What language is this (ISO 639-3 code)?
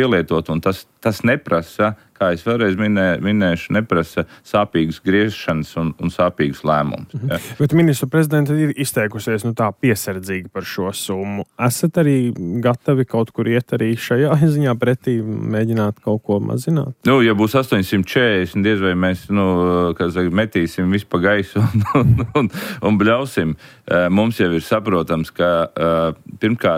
lav